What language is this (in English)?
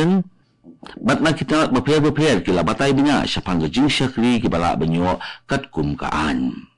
Khasi